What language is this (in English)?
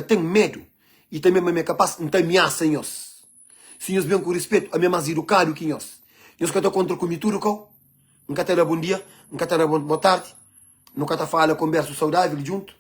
Kabuverdianu